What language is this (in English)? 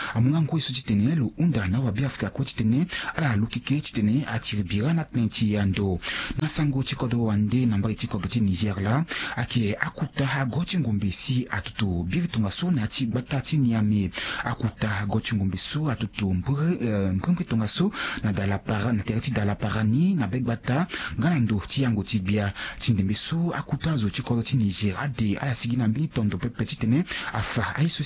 Sango